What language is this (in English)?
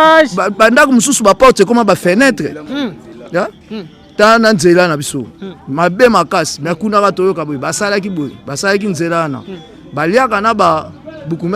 Lingala